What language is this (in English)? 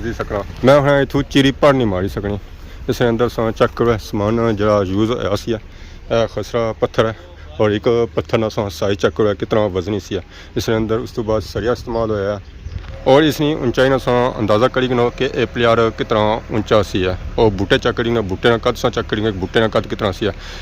Pahari-Potwari